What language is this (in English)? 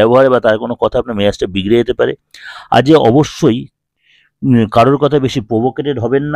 Bangla